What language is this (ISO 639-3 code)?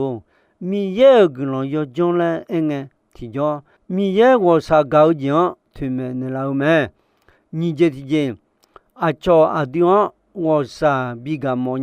ahk